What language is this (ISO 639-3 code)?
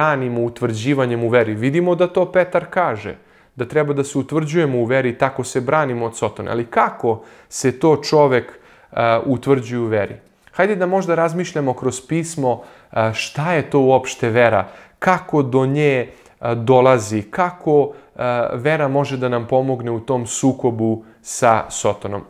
srp